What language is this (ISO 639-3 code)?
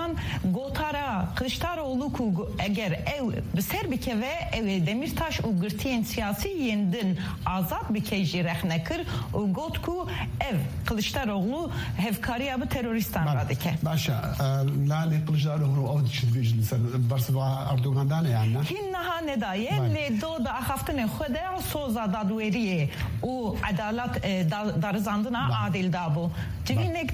kur